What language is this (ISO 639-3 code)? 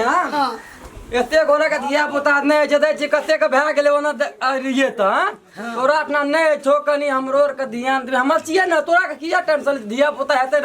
mai